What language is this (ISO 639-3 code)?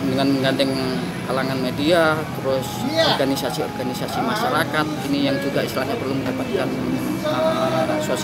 ind